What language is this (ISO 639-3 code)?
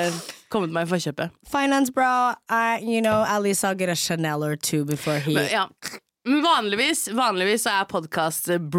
nor